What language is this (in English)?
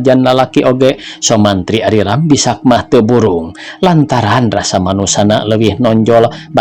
Sundanese